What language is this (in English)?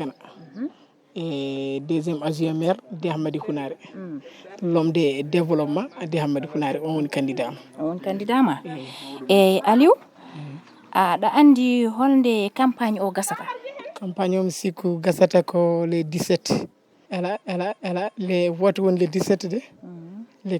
Fula